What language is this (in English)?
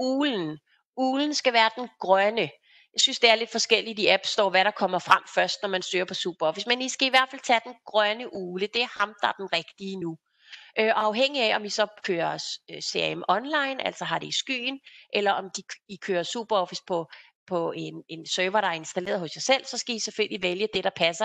Danish